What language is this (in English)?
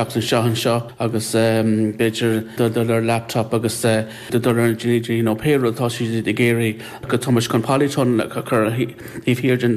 Irish